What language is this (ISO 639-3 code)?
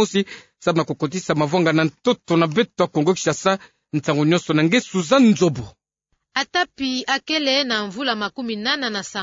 ktu